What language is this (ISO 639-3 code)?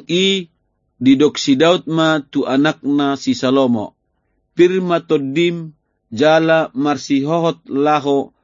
bbc